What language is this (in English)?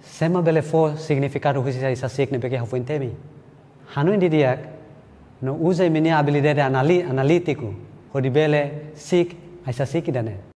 Tetum